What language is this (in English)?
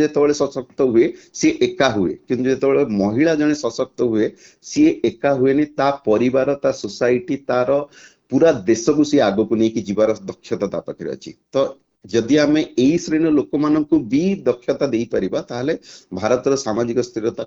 Odia